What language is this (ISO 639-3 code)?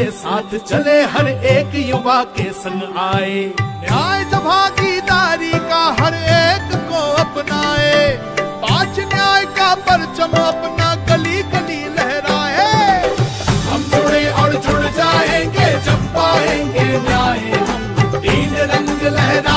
hin